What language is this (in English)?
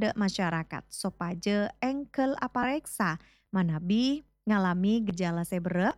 Madurese